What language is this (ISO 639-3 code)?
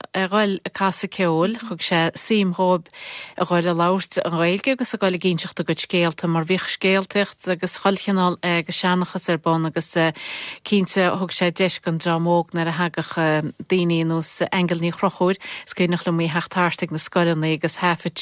gle